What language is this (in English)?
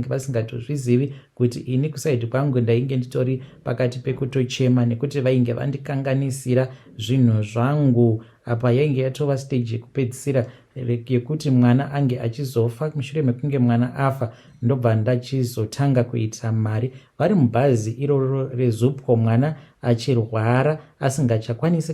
Shona